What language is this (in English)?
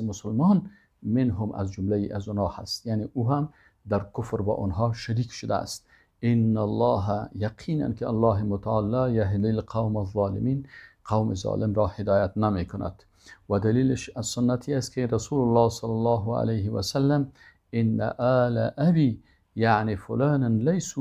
Persian